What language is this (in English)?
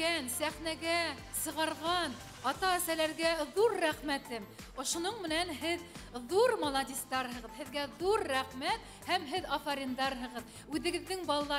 Bashkir